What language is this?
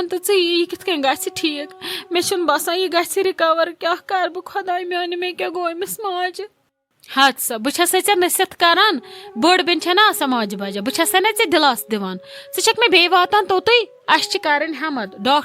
Kashmiri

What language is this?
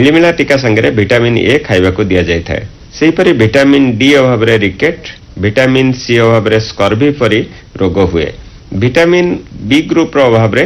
Odia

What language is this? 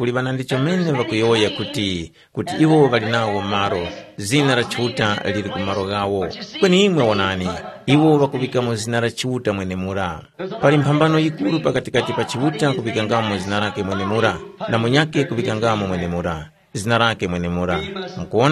Tumbuka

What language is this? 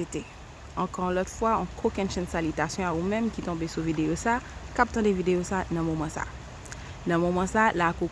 Haitian Creole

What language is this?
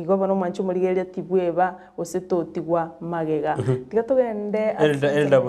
Gusii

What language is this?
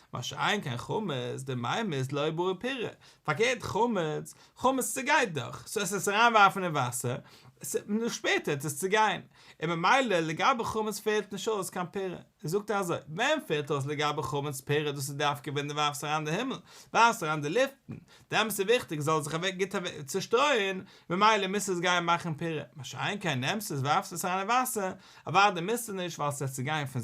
Yiddish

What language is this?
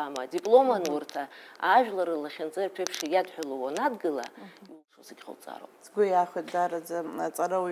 Abkhazian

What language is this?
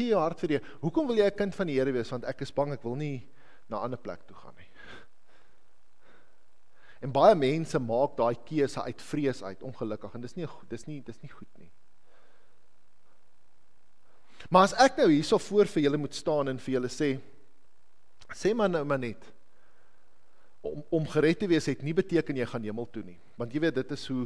Afrikaans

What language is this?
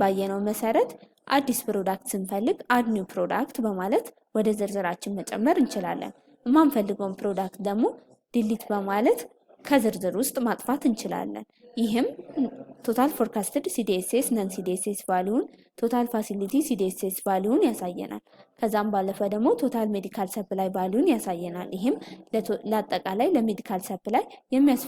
Amharic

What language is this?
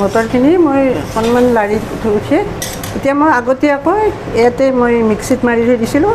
Assamese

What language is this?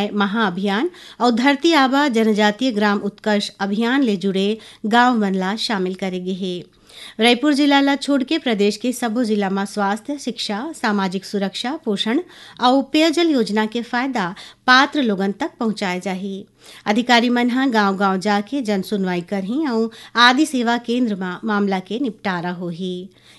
Chhattisgarhi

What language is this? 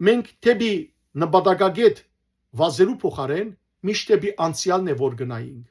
Western Armenian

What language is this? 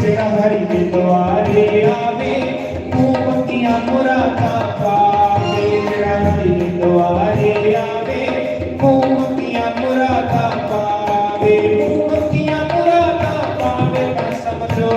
Dogri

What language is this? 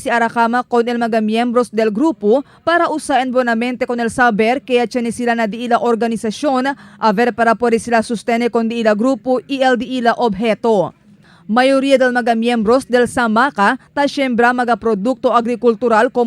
Chavacano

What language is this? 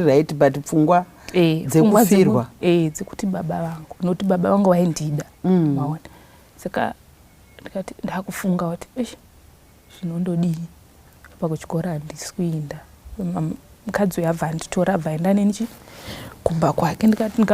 Shona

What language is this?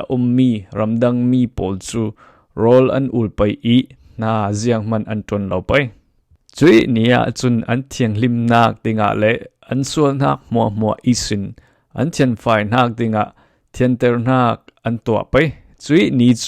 Falam Chin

